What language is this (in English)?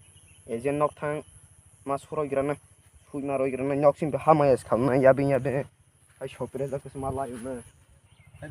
Kok Borok